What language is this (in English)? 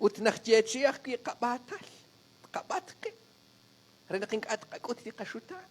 Kekchí